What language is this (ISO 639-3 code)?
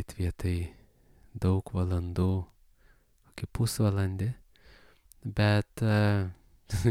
lit